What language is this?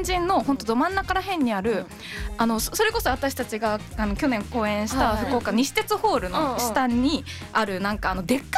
Japanese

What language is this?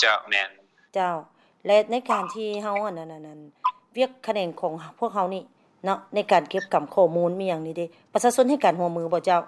Lao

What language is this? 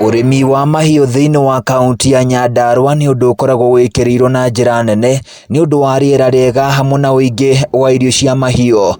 Kikuyu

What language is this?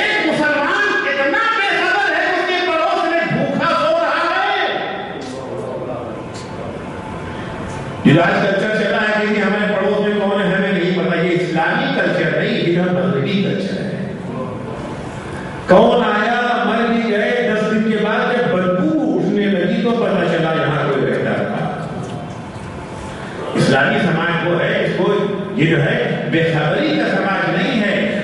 Urdu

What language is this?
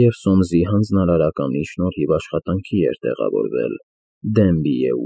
Armenian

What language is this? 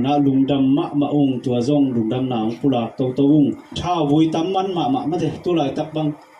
Tedim Chin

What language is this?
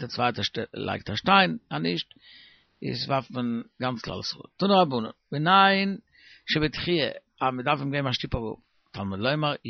Yiddish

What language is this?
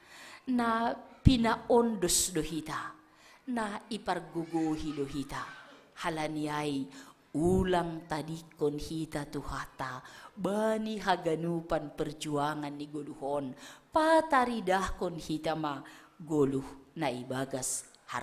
Batak Simalungun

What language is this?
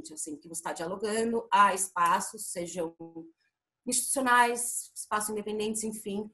Portuguese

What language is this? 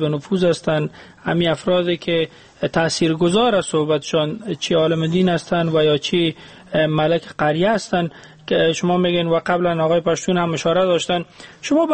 Persian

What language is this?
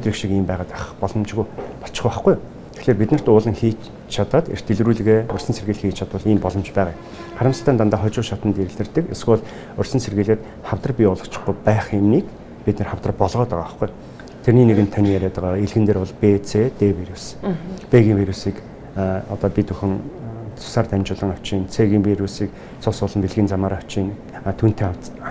Mongolian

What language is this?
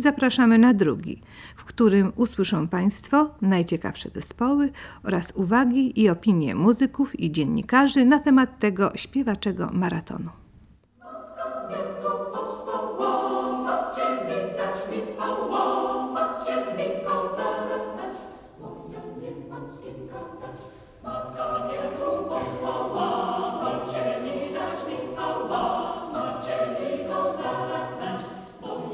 Polish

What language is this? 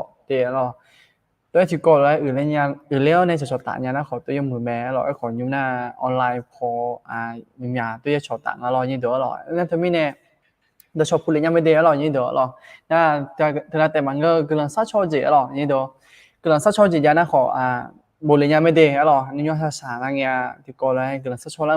Akha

